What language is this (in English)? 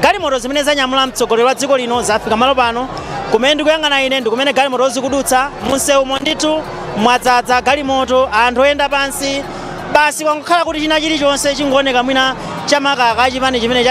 Nyanja